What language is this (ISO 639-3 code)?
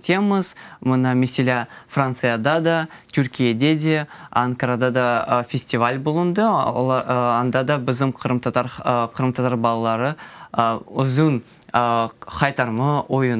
crh